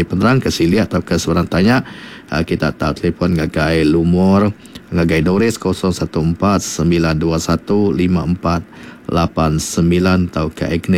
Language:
Iban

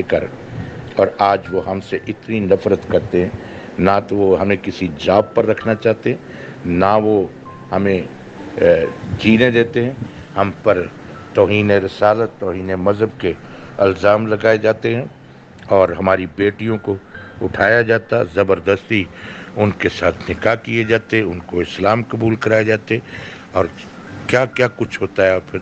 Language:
Urdu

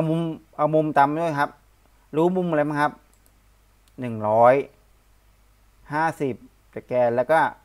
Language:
Thai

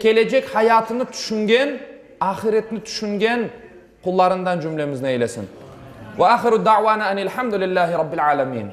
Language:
Crimean Tatar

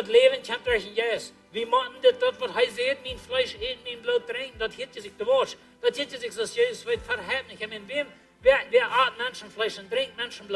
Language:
Plautdietsch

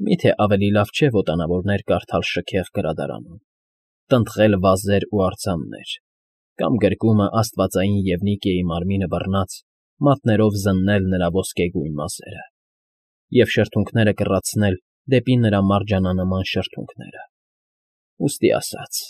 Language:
Armenian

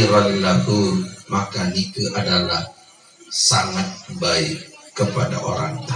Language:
Sasak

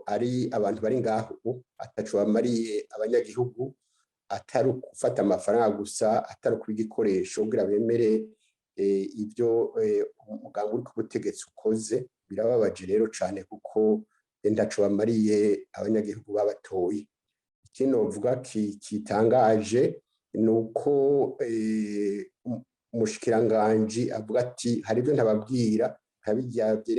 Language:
Rundi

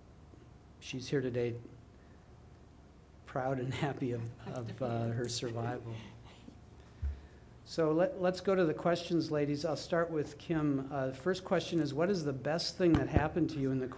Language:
English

